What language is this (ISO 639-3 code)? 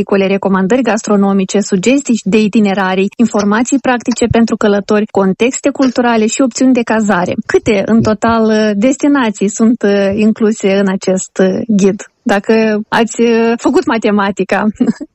ron